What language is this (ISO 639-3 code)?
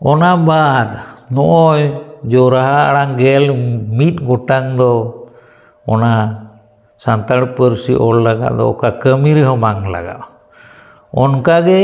sat